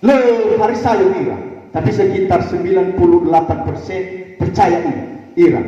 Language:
Nias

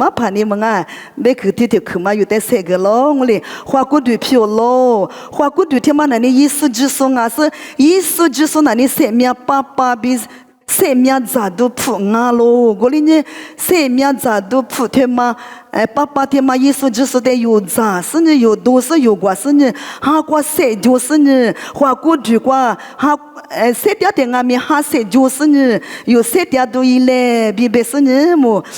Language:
Lisu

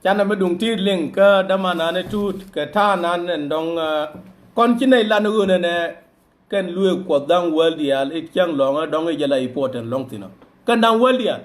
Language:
Nuer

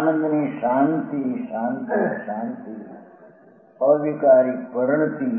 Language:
Gujarati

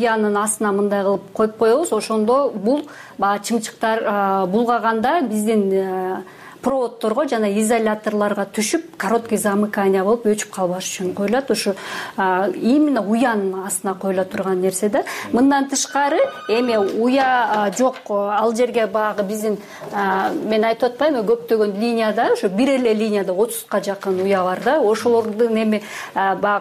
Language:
Kyrgyz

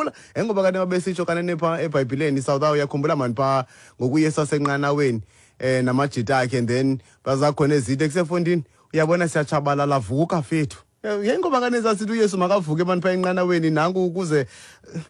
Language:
Xhosa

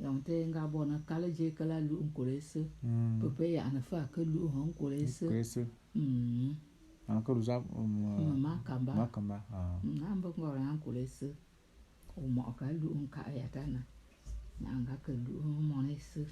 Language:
Bulu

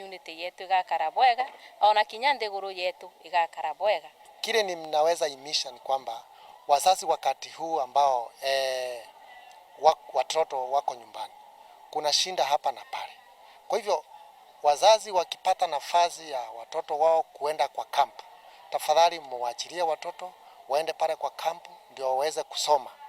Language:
Meru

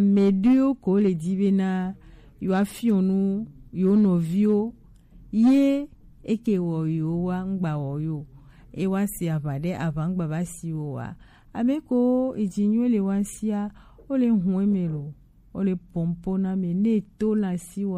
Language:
Gen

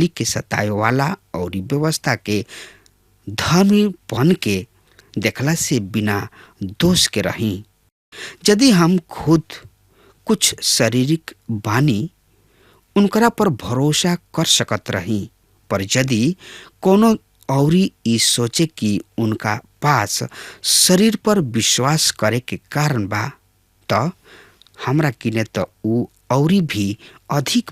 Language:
Bhojpuri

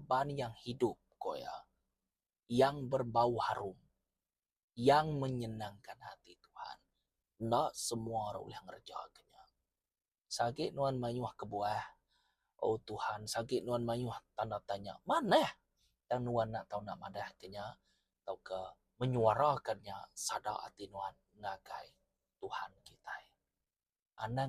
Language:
Iban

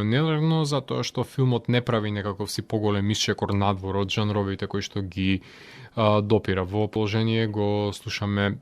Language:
Macedonian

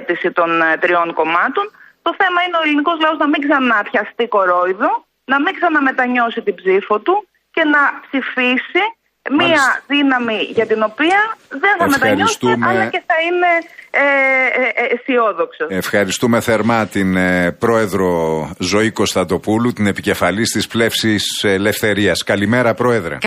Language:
Greek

